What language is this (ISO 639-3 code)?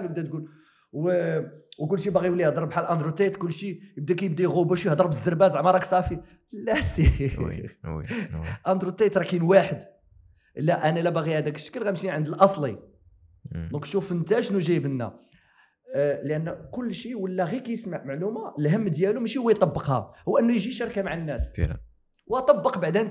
ary